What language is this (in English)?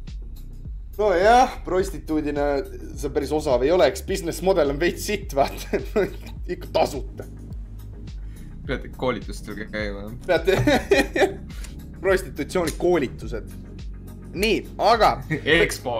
Estonian